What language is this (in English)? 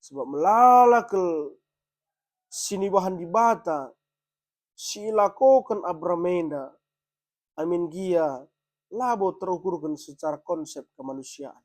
Batak Karo